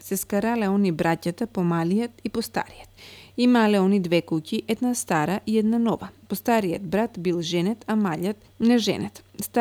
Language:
Macedonian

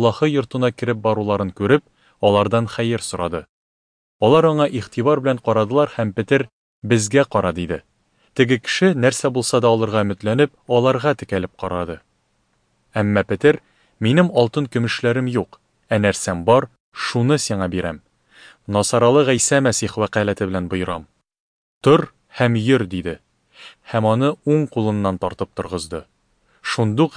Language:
Tatar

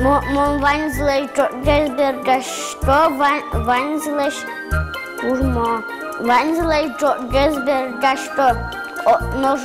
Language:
Udmurt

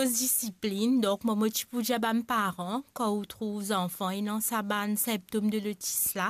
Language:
Morisyen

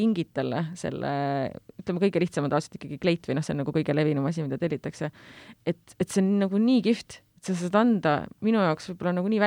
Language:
Estonian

